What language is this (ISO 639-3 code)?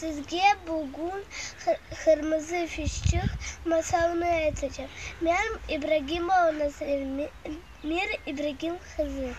crh